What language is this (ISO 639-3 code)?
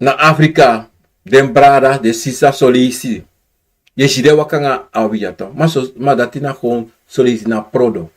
srn